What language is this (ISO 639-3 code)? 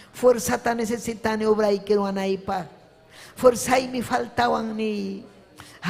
quy